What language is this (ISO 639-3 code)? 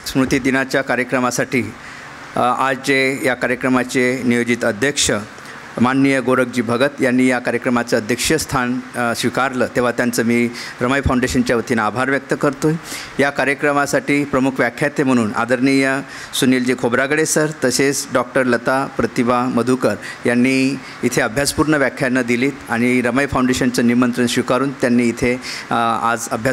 mar